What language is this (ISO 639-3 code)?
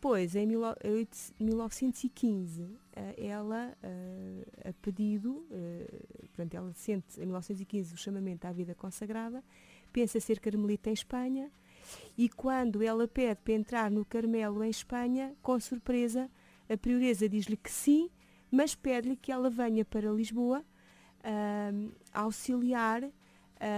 por